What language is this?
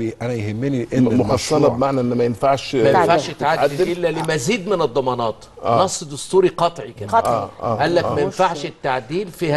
Egyptian Arabic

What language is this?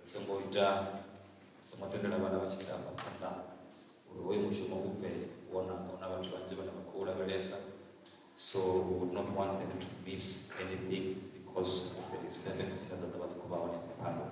Venda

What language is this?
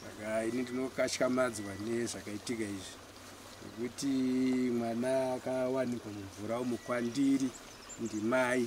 Shona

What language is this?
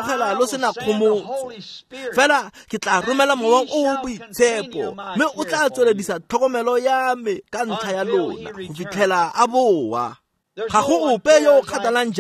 Tswana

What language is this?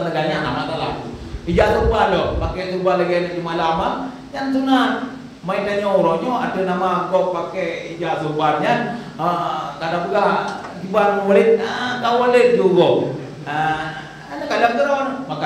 Achinese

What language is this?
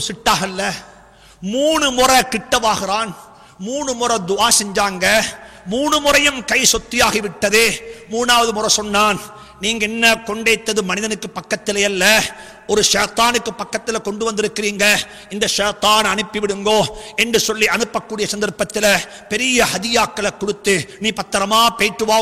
Tamil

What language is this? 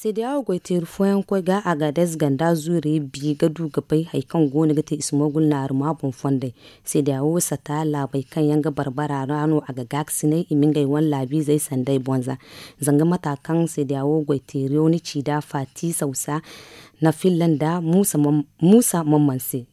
Zarma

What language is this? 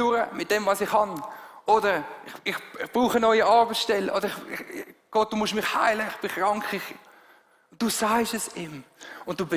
Swiss German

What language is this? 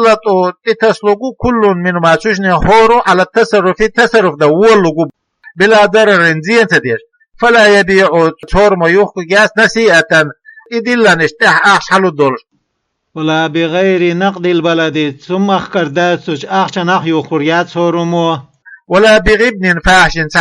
Chechen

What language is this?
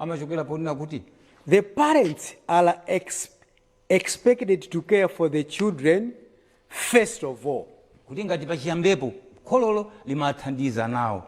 Nyanja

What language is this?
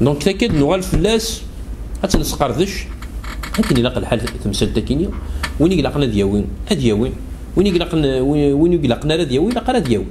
Kabyle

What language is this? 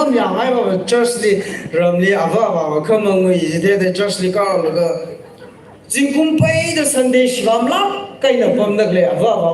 Tangkhul Naga (India)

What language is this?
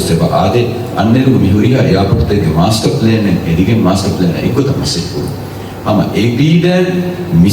Divehi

